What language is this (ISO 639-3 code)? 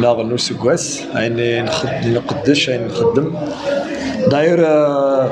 kab